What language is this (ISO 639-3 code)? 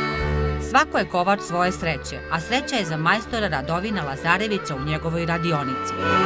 srp